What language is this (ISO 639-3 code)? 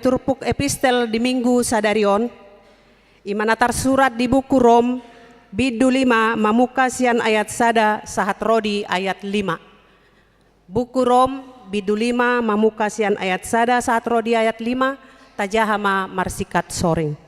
bbc